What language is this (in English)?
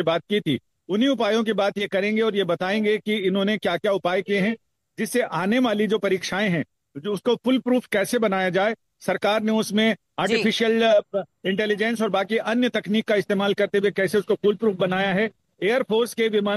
Hindi